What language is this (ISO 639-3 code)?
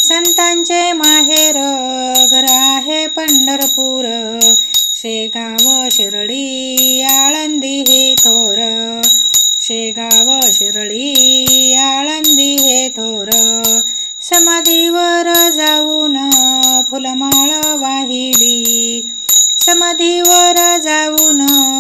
mar